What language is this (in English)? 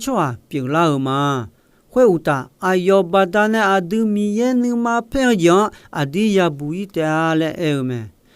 Akha